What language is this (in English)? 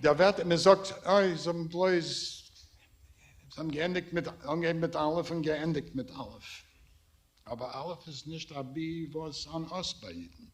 Yiddish